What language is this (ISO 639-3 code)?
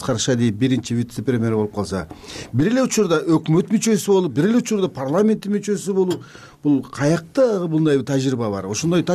kir